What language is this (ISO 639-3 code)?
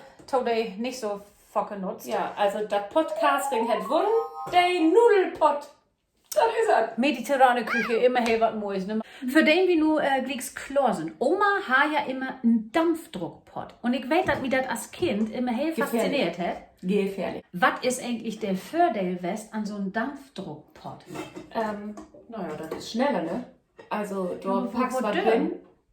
nds